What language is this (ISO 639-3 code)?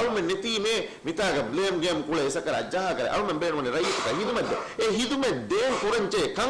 div